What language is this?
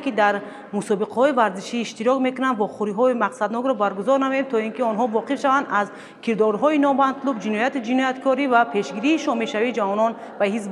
Tajik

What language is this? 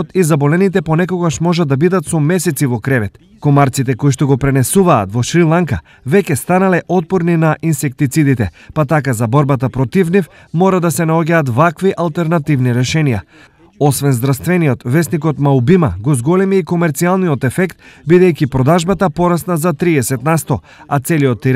Macedonian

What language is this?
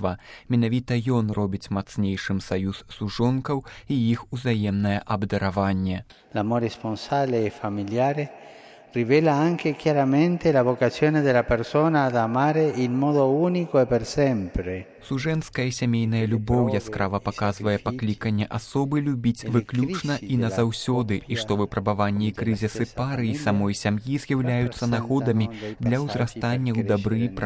Belarusian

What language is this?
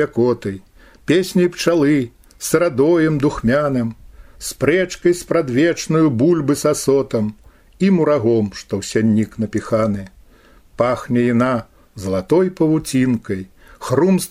Belarusian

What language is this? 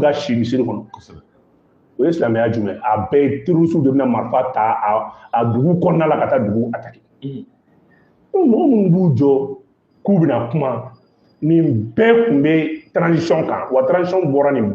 Bambara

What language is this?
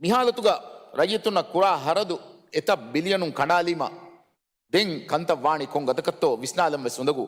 Divehi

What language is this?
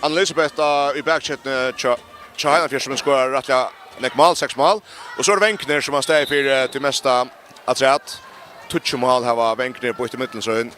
Faroese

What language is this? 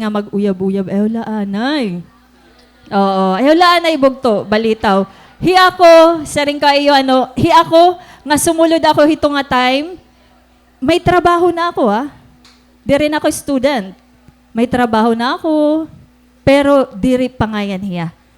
Waray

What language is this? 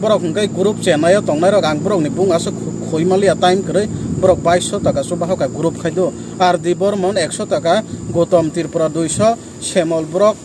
Kok Borok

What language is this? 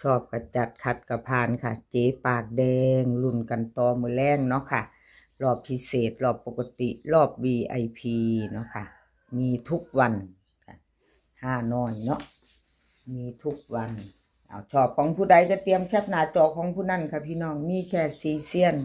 Northeastern Thai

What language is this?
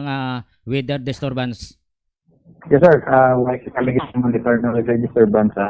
Hiligaynon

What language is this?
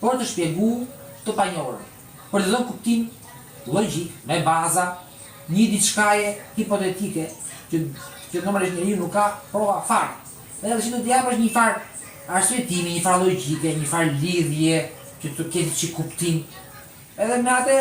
Albanian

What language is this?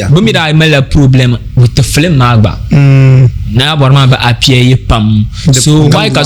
Dagbani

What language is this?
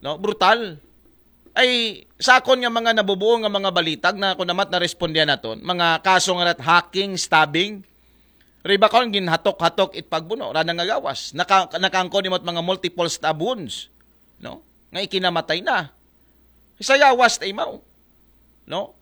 Aklanon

